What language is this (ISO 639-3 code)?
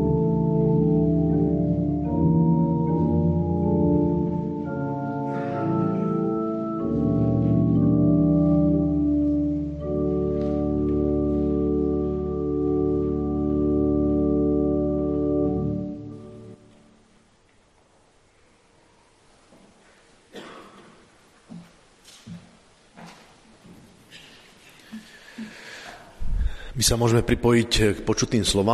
slk